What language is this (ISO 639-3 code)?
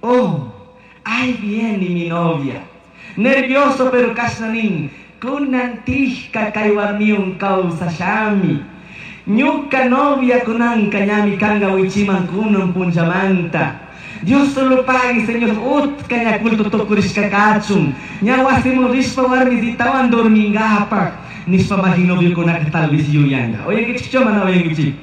qug